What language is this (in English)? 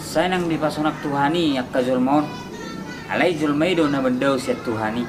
Batak Toba